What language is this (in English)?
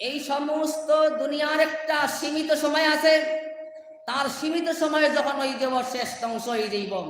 Sylheti